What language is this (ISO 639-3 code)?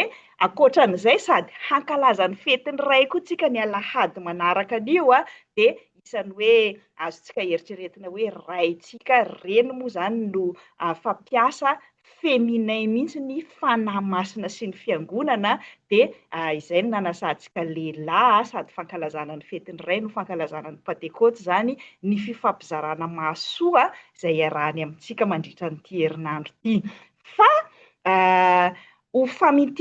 mlg